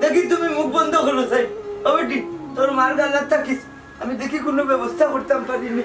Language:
Sylheti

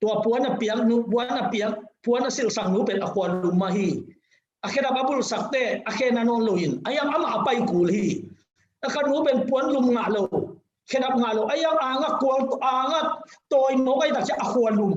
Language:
Tedim Chin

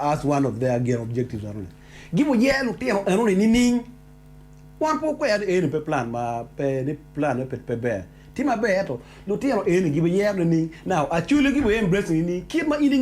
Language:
Acoli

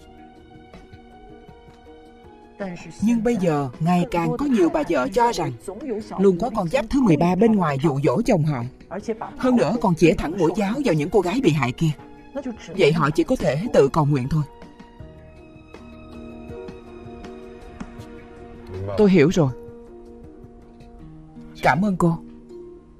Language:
Vietnamese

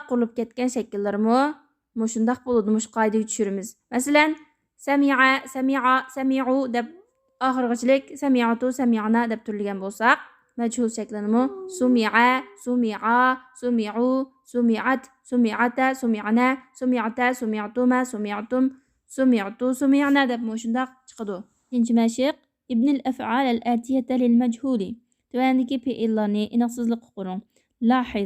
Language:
Uyghur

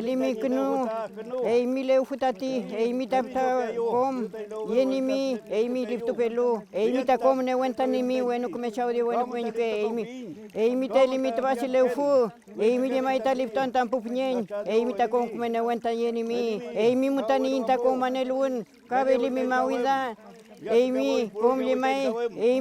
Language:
Mapuche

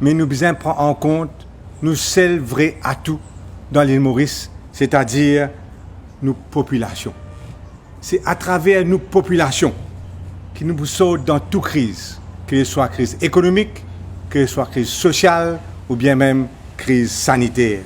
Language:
Morisyen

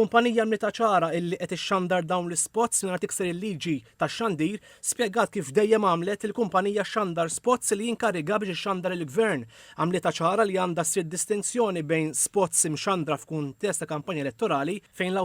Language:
Maltese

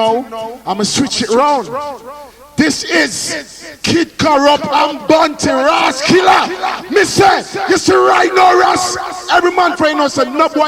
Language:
Jamaican Creole English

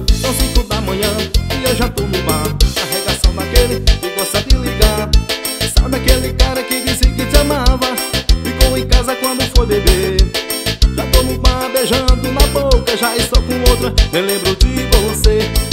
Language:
Portuguese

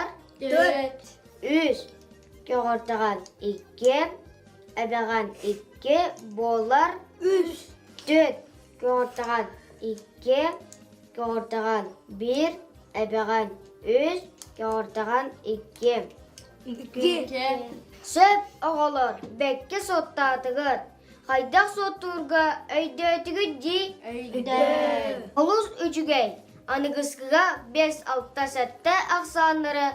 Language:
Yakut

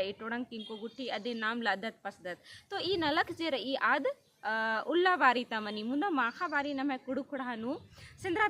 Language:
Kurukh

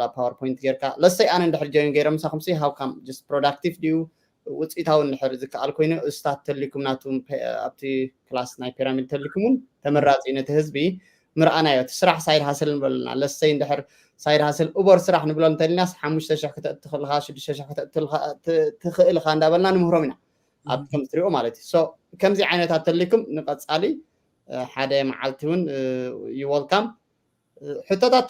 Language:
Tigrinya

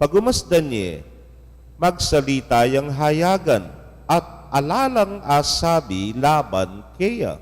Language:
Pampanga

